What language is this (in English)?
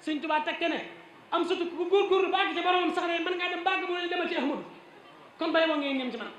Wolof